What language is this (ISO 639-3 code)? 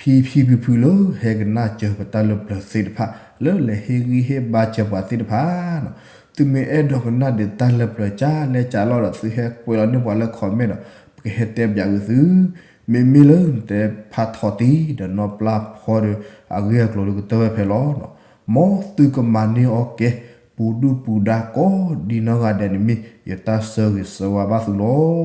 ksw